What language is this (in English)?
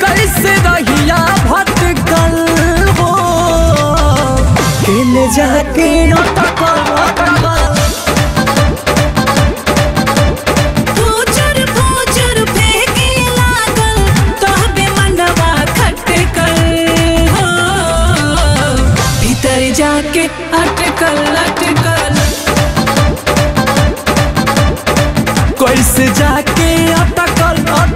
Bhojpuri